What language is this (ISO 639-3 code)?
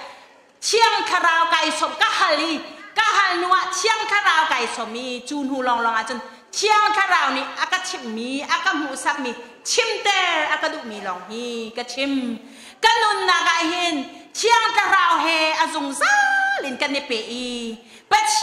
cnh